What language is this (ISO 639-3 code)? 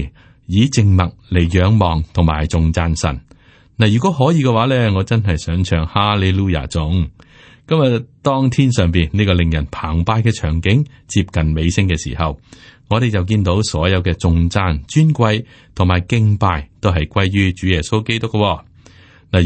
yue